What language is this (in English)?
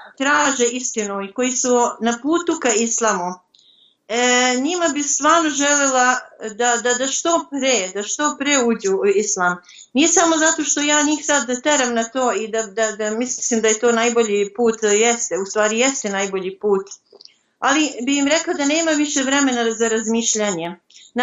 Bosnian